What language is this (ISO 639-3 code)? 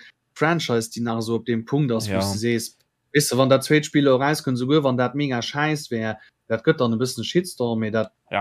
ltz